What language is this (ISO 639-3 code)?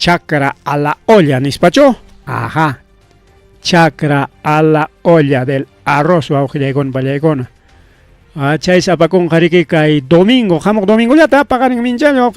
quy